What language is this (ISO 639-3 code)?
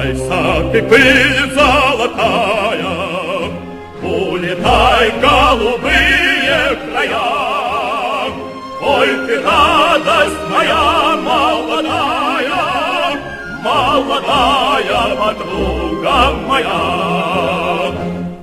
rus